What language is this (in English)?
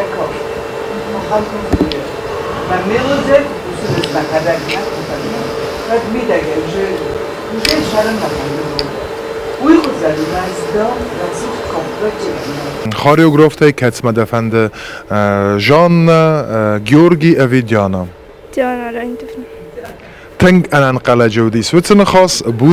Ossetic